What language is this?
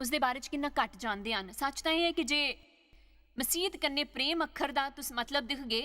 Dogri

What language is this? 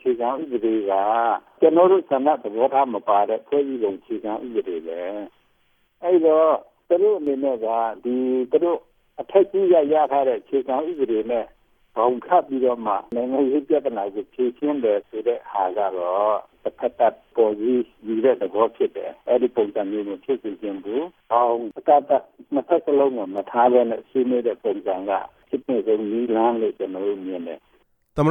Burmese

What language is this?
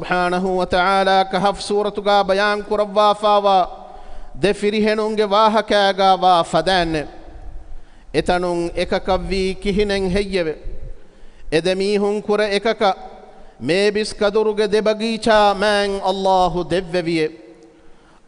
Divehi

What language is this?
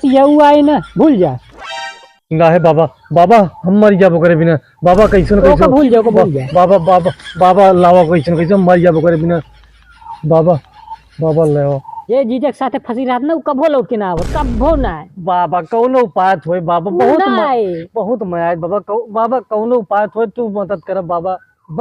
Awadhi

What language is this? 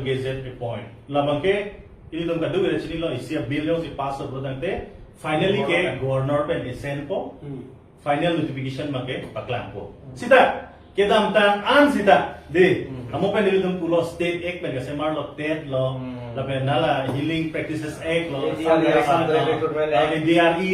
Karbi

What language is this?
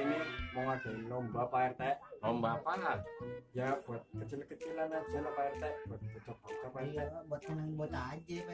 Betawi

